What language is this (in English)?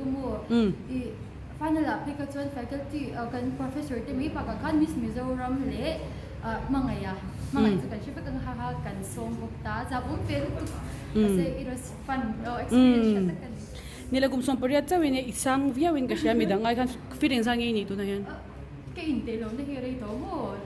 Mizo